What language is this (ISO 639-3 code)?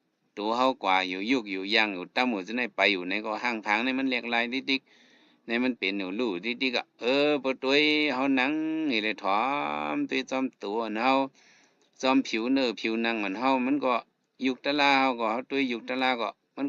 shn